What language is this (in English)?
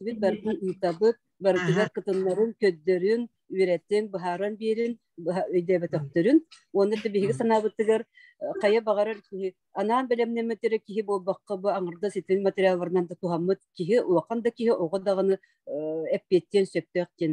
Yakut